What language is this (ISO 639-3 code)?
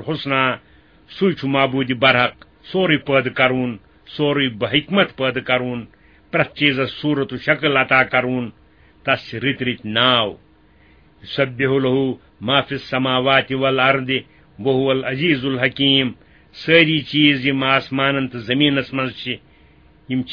kas